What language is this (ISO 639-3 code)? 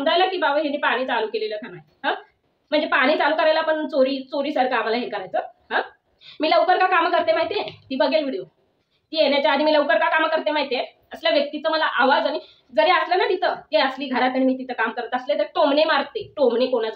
mar